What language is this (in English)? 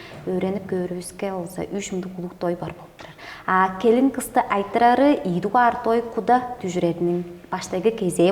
Tuvinian